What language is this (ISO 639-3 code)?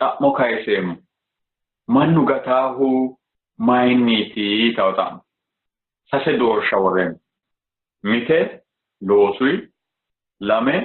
sid